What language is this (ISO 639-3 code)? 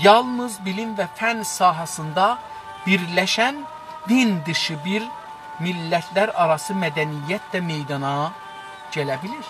azb